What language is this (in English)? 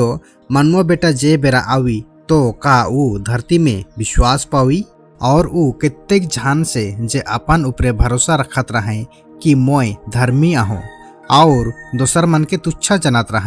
Sadri